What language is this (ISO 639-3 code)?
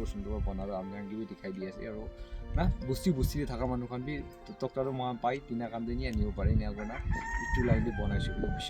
nag